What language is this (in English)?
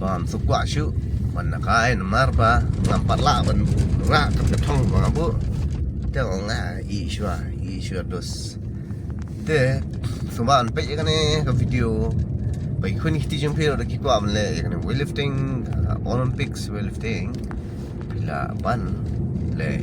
Khasi